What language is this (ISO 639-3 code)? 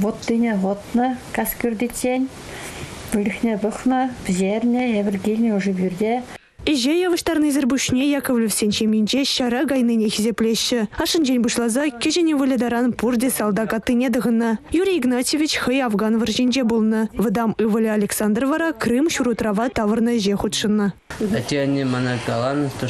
chv